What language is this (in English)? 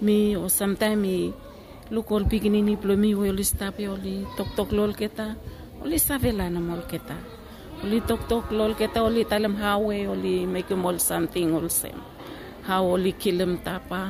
Bislama